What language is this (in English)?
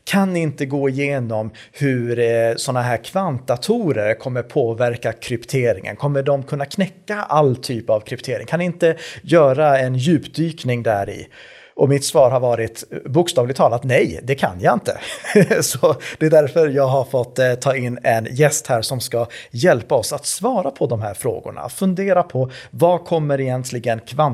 Swedish